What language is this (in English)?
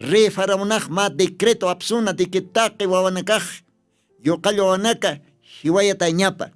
Aymara